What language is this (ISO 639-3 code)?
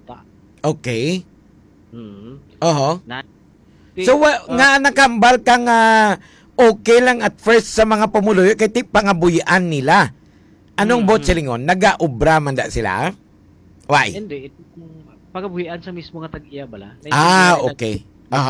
hil